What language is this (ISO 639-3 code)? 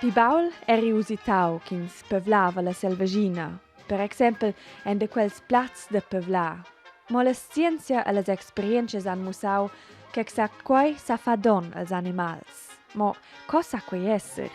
roh